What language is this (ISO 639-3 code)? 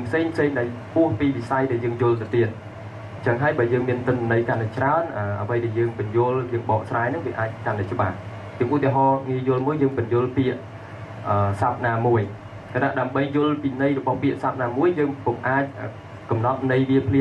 khm